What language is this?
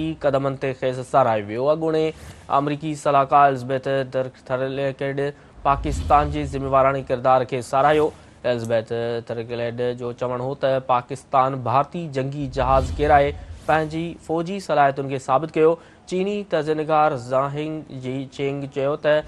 Sindhi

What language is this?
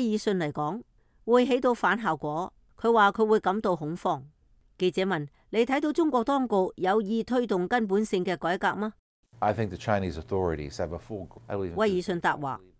Cantonese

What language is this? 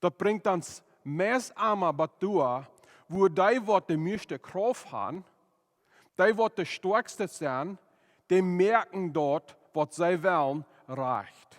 Plautdietsch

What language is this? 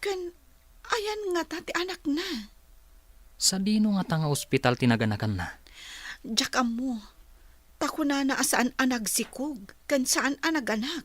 Iloko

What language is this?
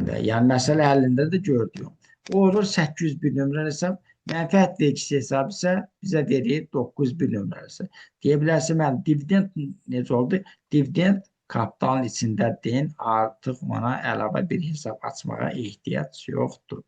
Azerbaijani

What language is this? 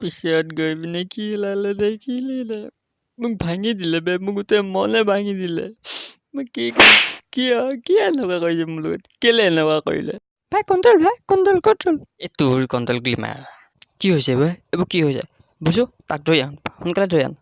Assamese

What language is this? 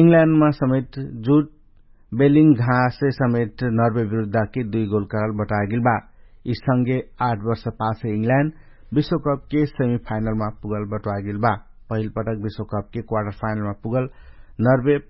Dangaura Tharu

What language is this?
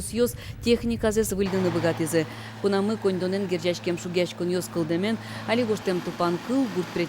Udmurt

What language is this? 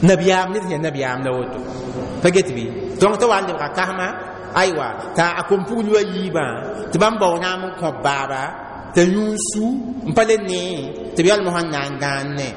Mossi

